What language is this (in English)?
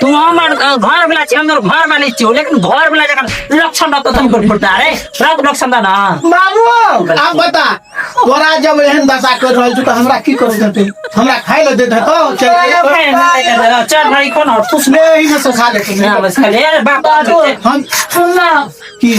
Maithili